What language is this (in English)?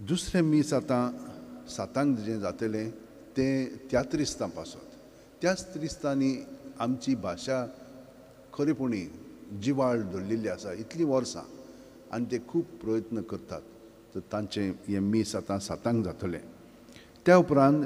Konkani